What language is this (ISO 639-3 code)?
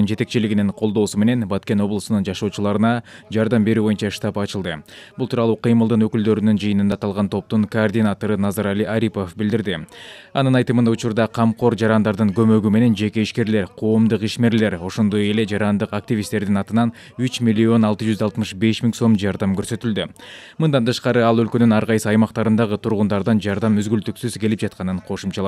kir